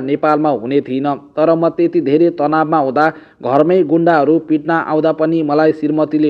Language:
Nepali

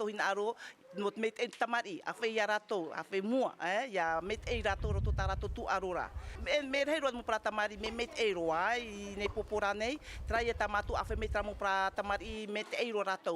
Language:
Tahitian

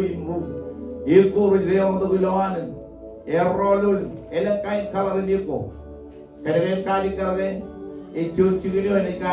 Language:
Marshallese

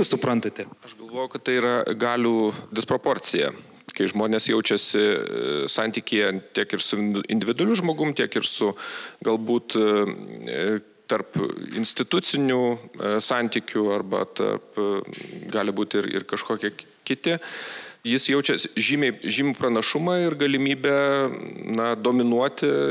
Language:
Lithuanian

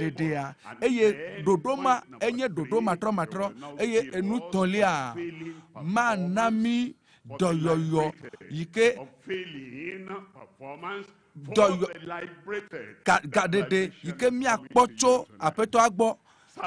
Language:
Ewe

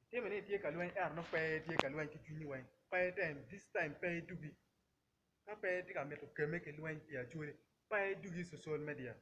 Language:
Acoli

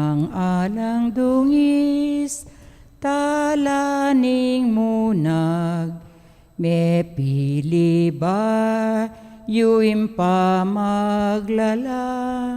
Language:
Pampanga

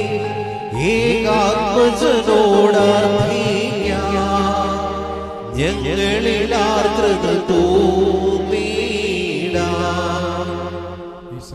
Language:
Malayalam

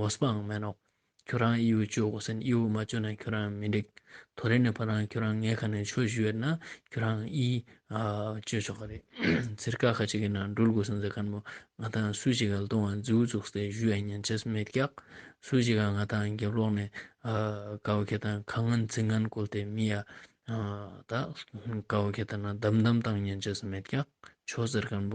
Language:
Ladakhi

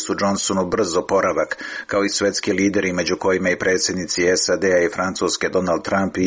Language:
Serbian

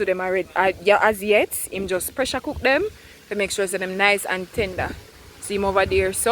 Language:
Jamaican Creole English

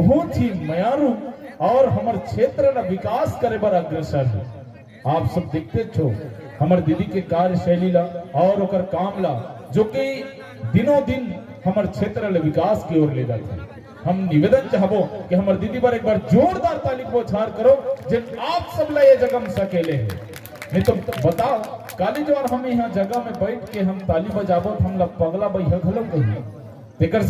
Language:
Chhattisgarhi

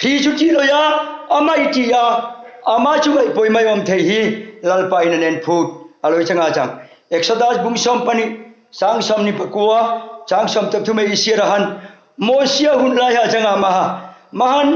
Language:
Hmar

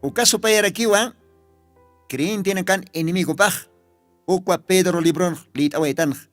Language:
Aymara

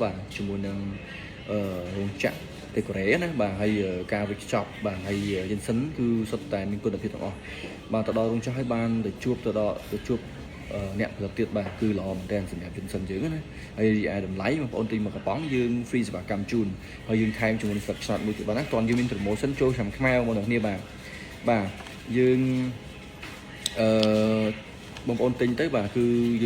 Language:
Khmer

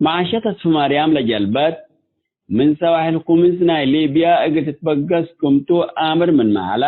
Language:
Tigre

